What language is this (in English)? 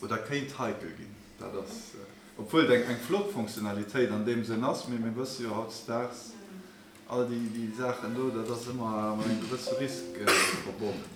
Luxembourgish